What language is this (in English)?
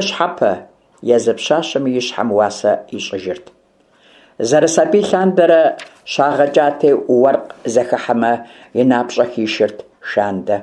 Kabardian